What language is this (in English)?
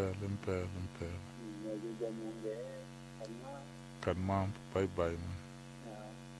Tsonga